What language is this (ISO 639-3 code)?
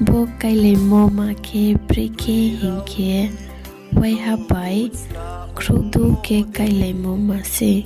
ria